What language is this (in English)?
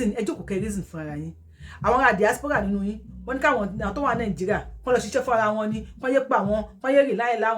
Yoruba